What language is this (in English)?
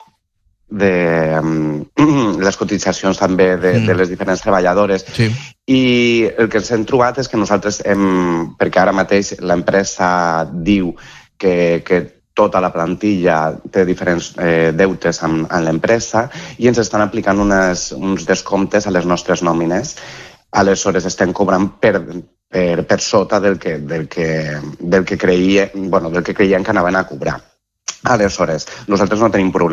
Catalan